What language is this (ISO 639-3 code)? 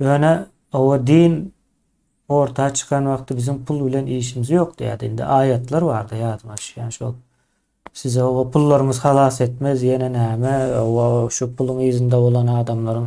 tuk